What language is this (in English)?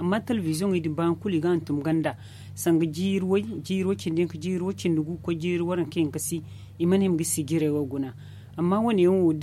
Zarma